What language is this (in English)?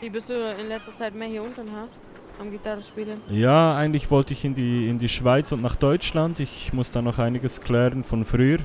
Swiss German